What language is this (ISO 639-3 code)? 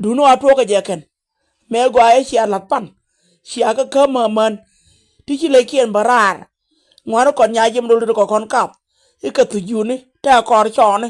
nus